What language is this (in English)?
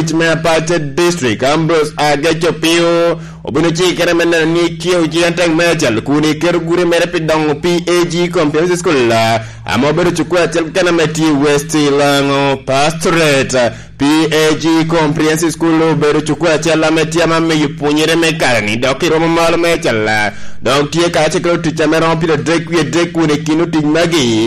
Lango (Uganda)